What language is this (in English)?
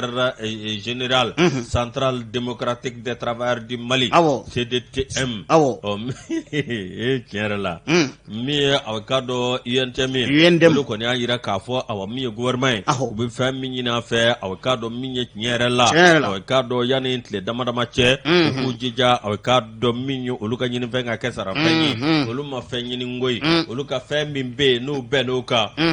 Bambara